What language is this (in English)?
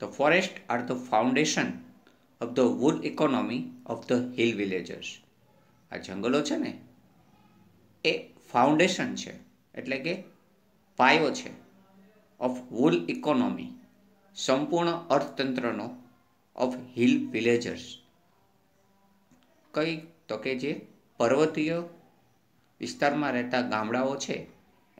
Gujarati